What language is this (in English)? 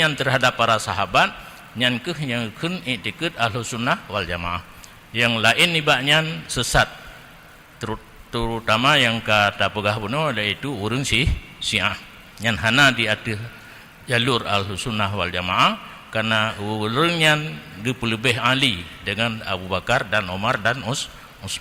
Achinese